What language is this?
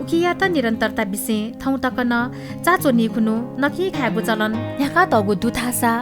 Newari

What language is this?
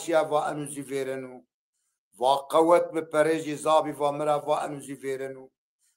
Zaza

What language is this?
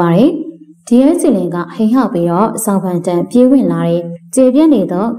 Burmese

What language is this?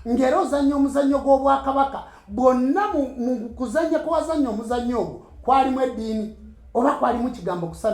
Ganda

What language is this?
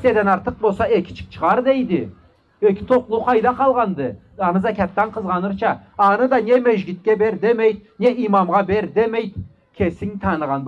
Karachay-Balkar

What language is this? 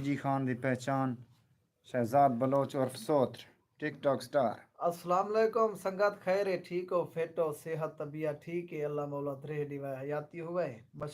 Saraiki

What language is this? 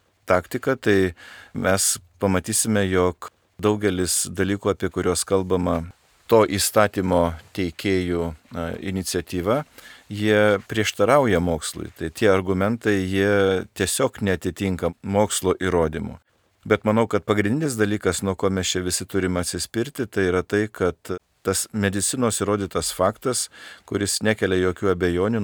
Lithuanian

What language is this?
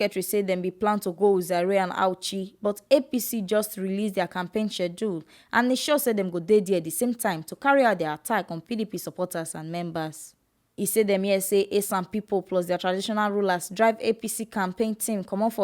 Nigerian Pidgin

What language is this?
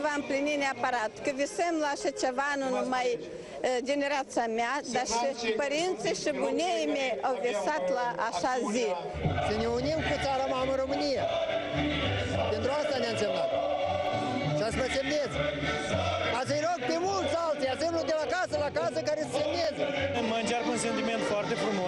Romanian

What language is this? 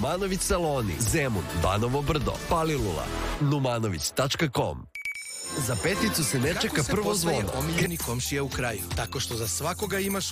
Serbian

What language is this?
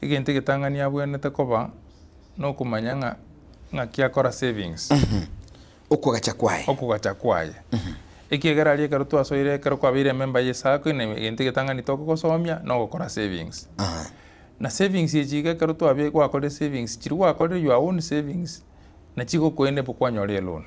Gusii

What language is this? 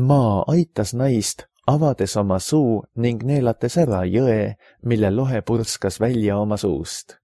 Estonian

